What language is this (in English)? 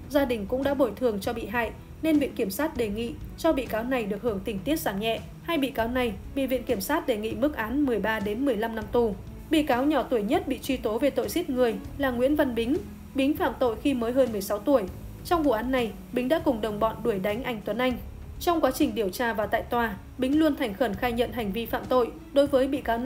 Vietnamese